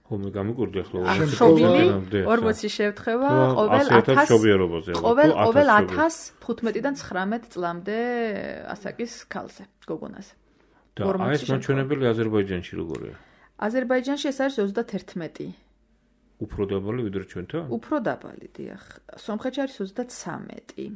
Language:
Georgian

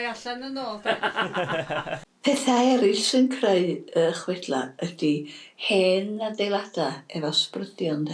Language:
Welsh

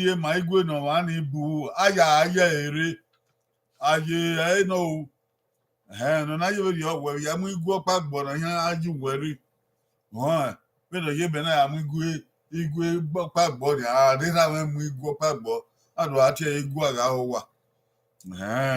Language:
Bini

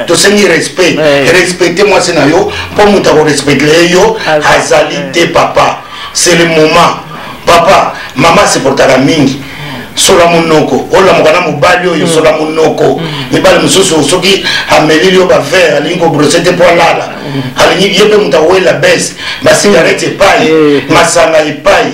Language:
Lingala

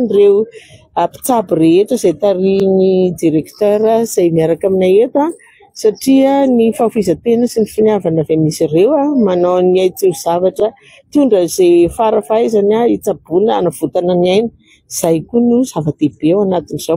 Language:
Malagasy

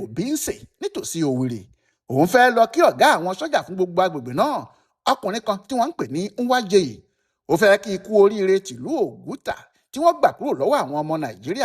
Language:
Yoruba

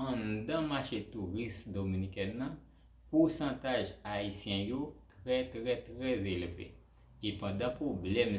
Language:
Haitian Creole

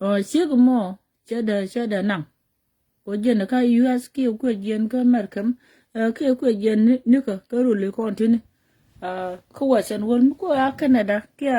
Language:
Nuer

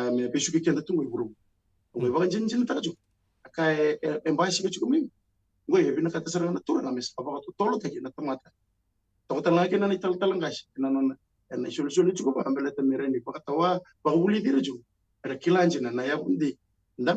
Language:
Fijian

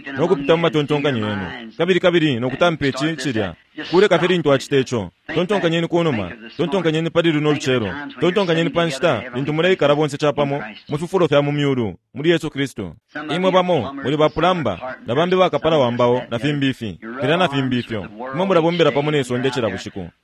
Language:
Bemba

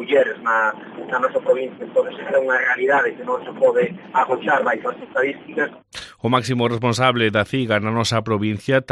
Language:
Galician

